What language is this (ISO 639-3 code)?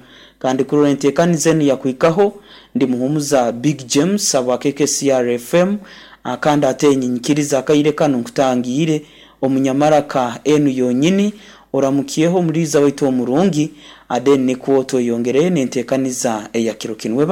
nyo